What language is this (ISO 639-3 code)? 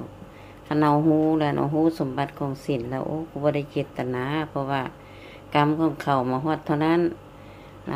lao